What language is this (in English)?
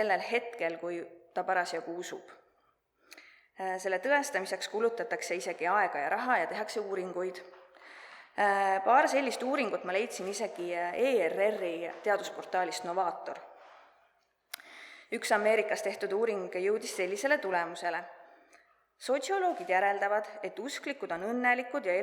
Estonian